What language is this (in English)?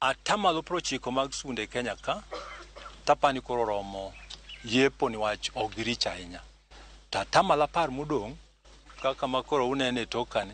Luo (Kenya and Tanzania)